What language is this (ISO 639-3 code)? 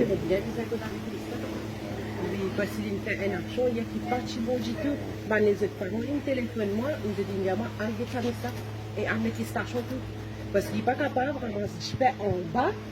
mfe